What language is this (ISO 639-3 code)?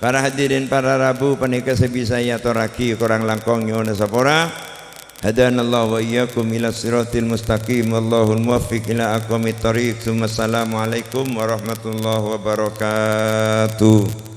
mad